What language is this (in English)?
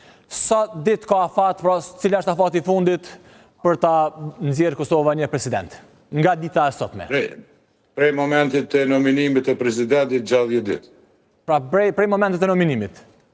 Albanian